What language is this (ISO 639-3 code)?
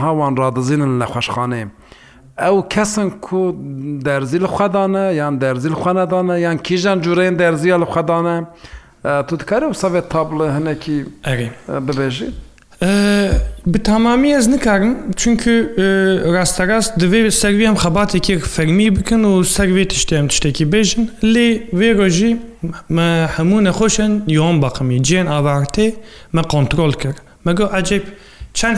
kur